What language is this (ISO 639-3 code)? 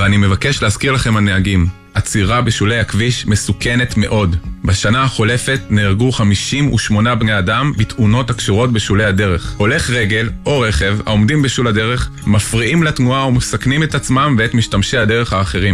heb